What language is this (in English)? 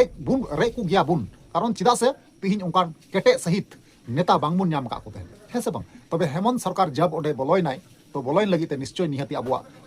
Santali